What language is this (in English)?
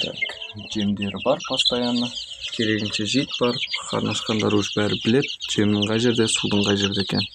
Kazakh